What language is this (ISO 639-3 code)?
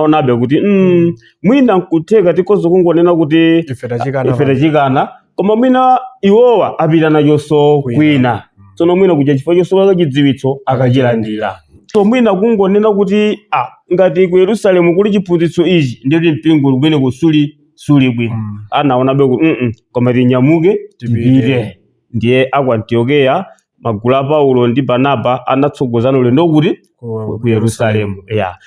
nya